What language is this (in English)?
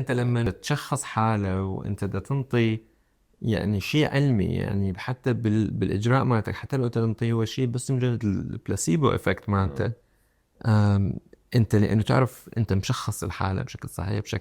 Mesopotamian Arabic